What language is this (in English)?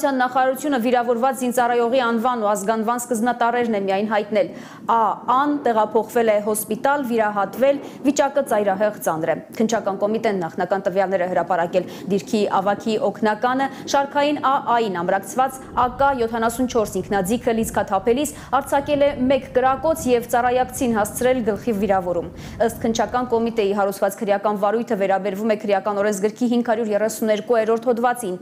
Armenian